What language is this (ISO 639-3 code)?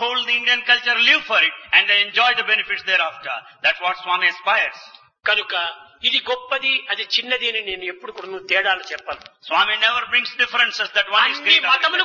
tel